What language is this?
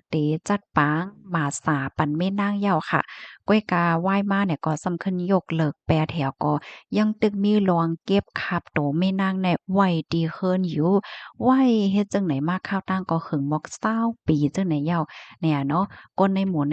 Shan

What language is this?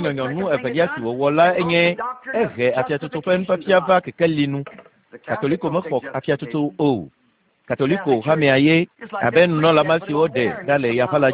Ewe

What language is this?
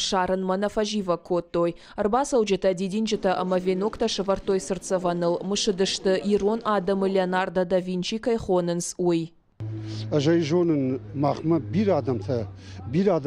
Ossetic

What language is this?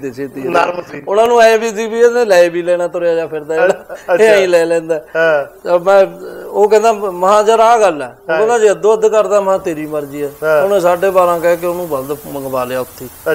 Punjabi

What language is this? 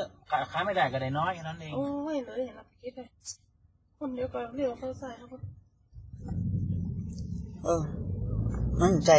Thai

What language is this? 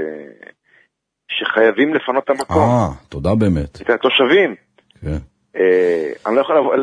Hebrew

